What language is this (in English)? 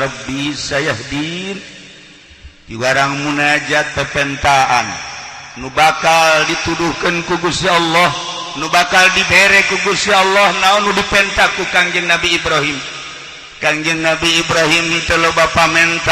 Sundanese